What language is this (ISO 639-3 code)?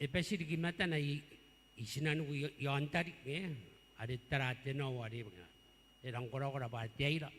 gil